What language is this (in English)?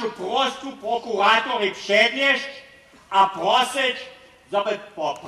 Upper Sorbian